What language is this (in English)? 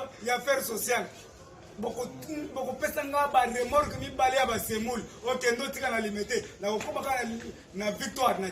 Lingala